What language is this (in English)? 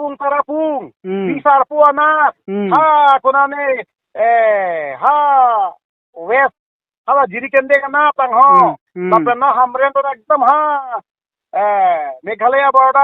Karbi